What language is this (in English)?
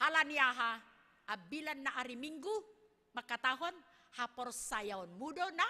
Batak Simalungun